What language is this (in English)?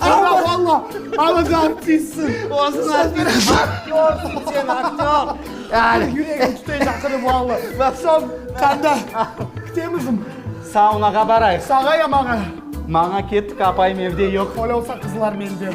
Crimean Tatar